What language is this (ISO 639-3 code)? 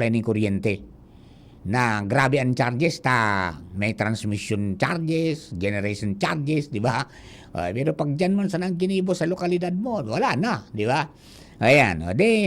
bik